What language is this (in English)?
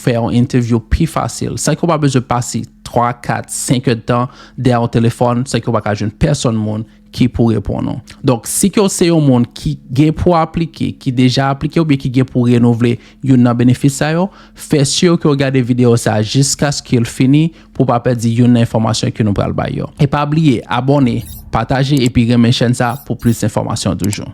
Haitian Creole